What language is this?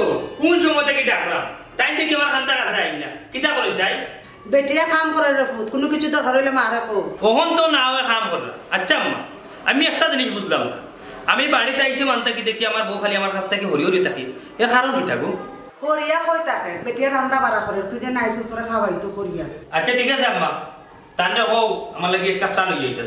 Sylheti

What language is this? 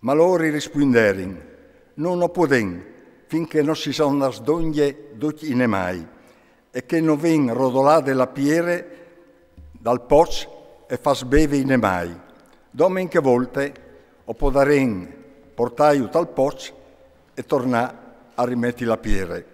Friulian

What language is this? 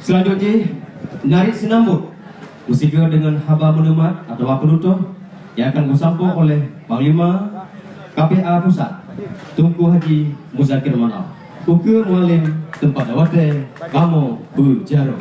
Achinese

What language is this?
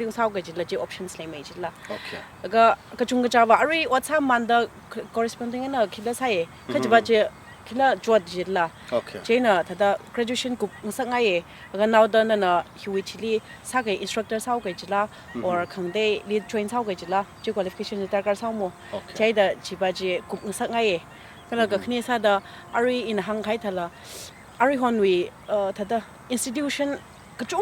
Tangkhul Naga (India)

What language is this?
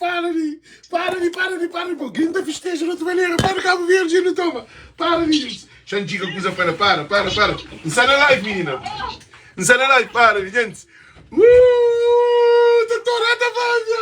Kabuverdianu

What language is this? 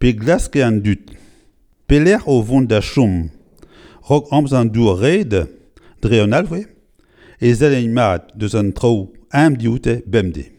Breton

